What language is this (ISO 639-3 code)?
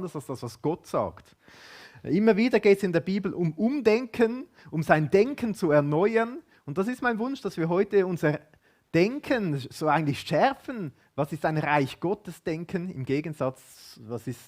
gsw